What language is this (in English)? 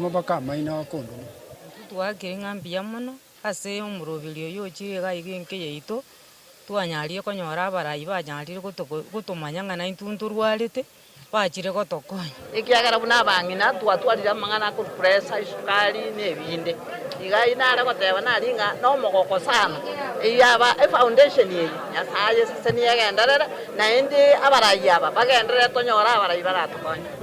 Gusii